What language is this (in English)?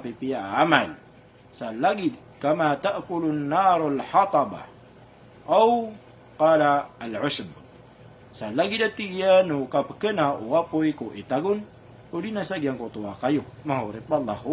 Maranao